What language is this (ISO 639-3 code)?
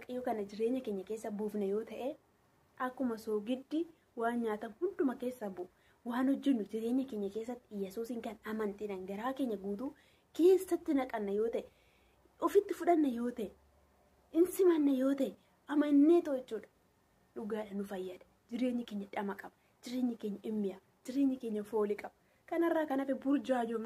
orm